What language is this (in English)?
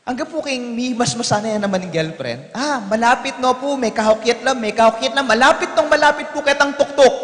Pampanga